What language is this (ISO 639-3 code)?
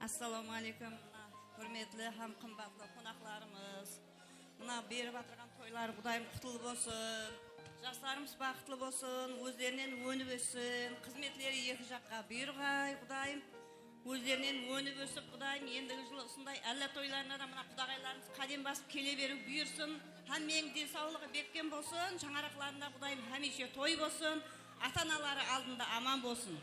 kaa